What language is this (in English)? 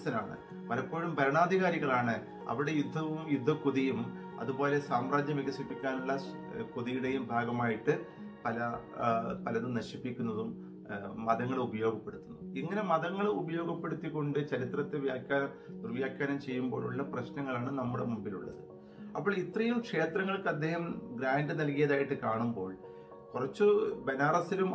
Malayalam